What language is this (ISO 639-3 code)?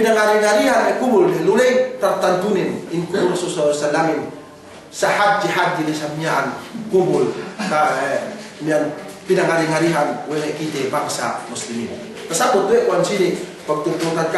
yka